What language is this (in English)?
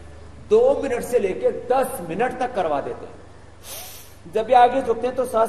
Hindi